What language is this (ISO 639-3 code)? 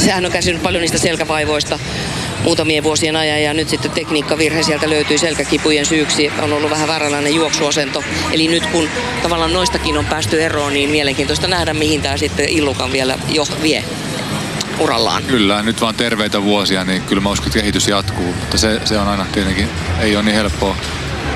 fin